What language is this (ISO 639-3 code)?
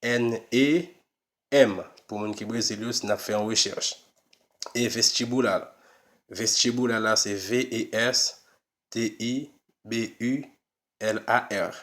hat